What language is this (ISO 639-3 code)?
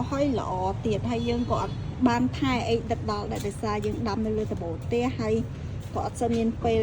khm